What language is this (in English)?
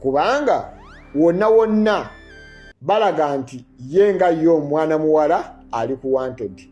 Ganda